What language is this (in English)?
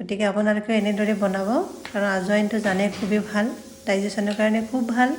Assamese